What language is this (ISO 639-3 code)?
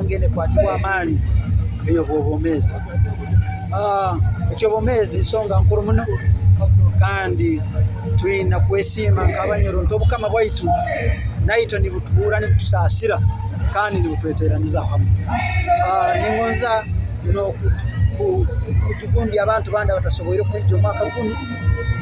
nyo